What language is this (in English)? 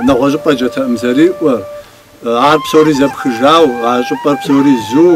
Kabardian